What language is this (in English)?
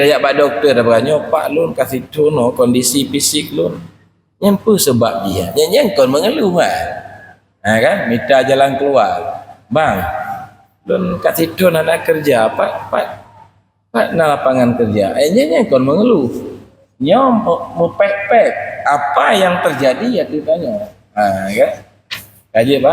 Achinese